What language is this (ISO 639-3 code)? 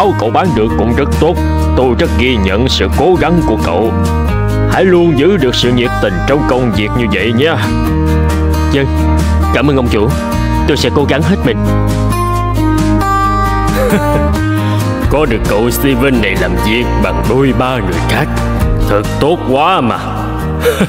vie